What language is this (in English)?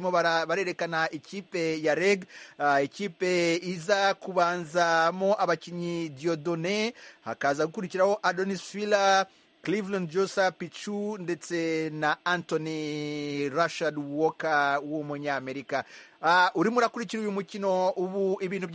Kinyarwanda